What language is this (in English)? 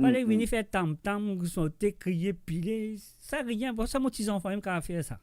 Morisyen